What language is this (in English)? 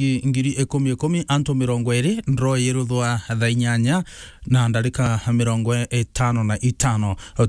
Meru